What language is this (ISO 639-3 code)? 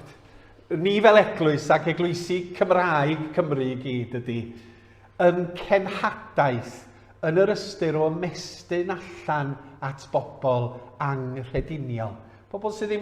cym